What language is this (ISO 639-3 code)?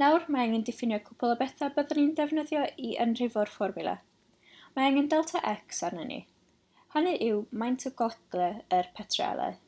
cym